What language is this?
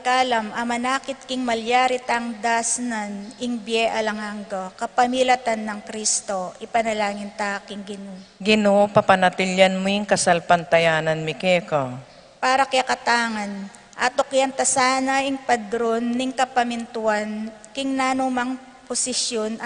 Pampanga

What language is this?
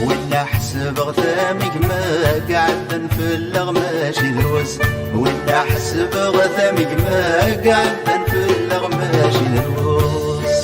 Kabyle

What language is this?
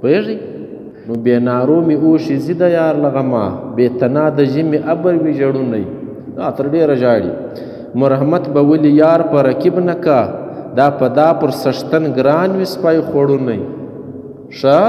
Pashto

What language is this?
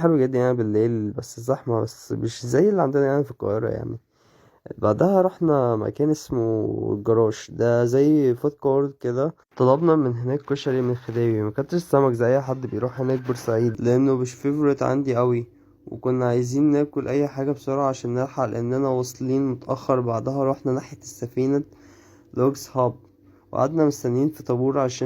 Egyptian Arabic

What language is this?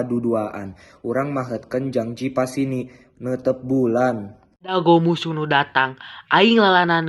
Sundanese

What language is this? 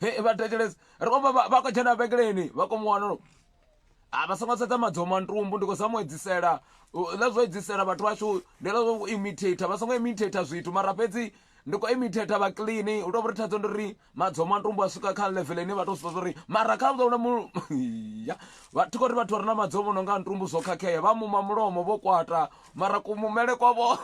Venda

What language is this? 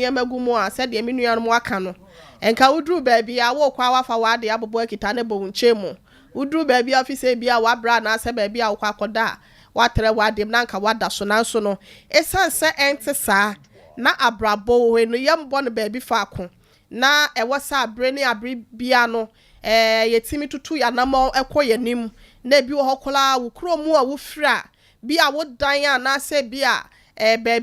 Akan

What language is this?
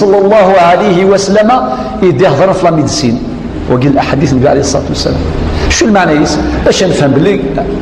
Kabyle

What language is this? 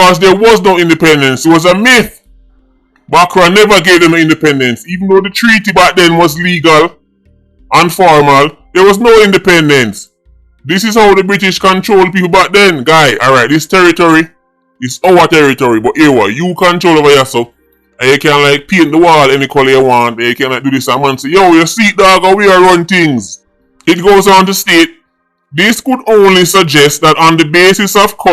Jamaican Creole English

